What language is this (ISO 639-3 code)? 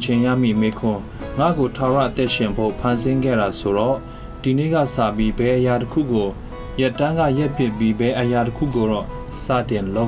mya